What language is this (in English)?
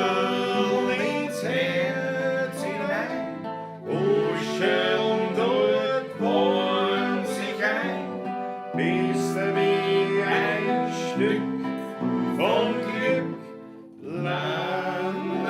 Bavarian